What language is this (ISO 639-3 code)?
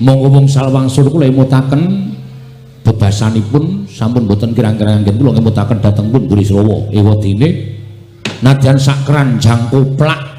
jav